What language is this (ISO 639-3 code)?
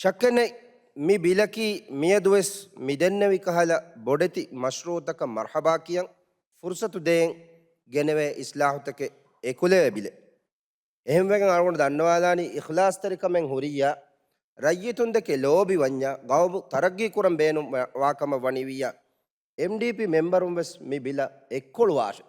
div